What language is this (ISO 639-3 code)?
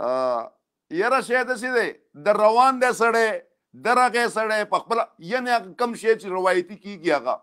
pus